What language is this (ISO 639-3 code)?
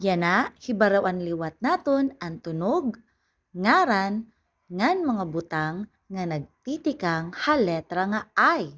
war